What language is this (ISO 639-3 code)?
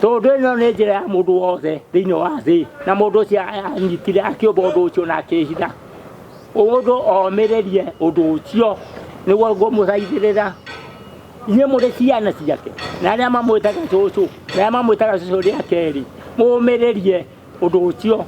kik